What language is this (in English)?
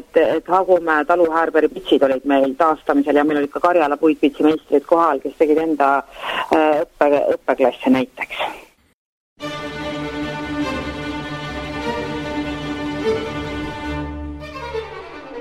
Estonian